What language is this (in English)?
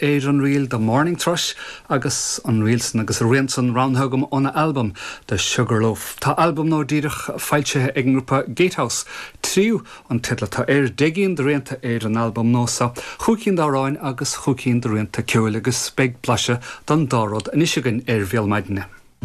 Irish